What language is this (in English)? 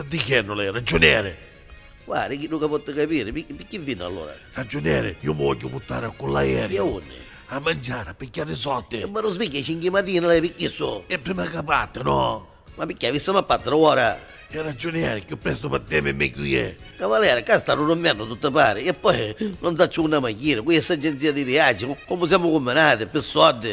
Neapolitan